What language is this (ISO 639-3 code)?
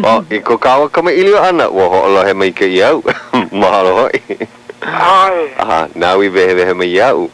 haw